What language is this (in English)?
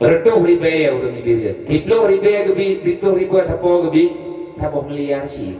Achinese